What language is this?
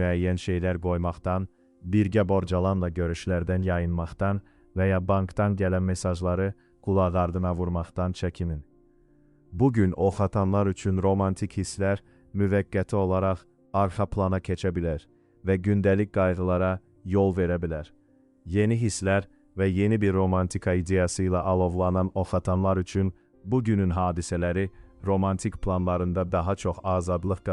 Azerbaijani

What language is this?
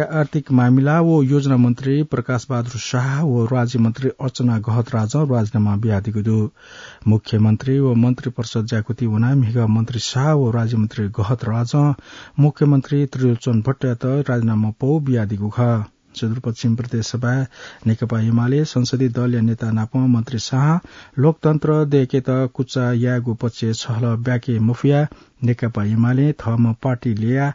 Newari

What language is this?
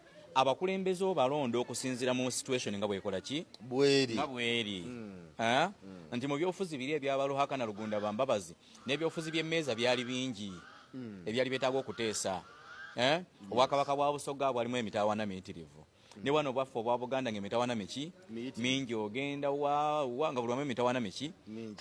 Ganda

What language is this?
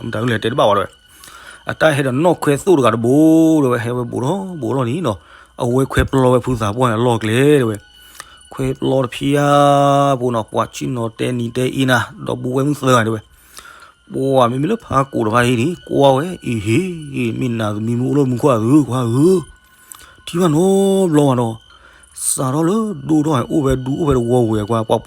S'gaw Karen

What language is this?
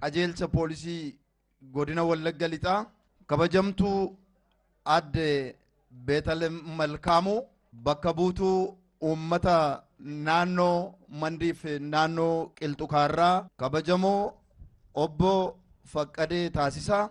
Oromo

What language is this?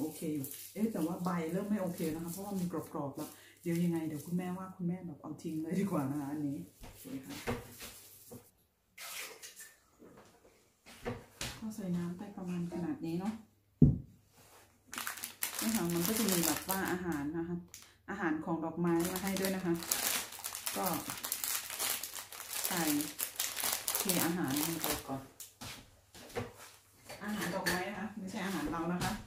Thai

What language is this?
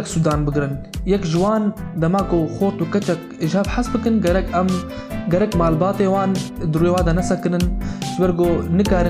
Kurdish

